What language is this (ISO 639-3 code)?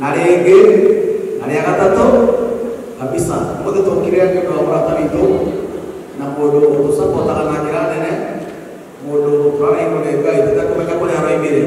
kik